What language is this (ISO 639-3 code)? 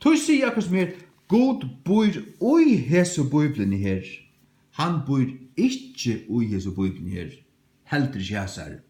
fao